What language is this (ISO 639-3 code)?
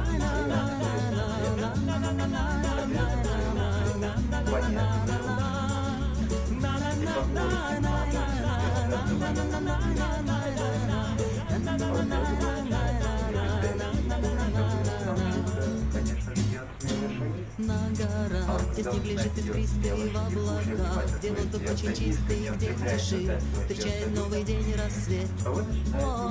rus